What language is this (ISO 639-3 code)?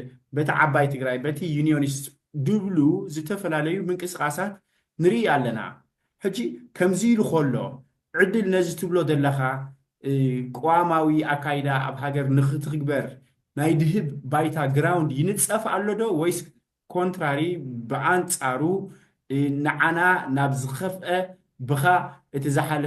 tir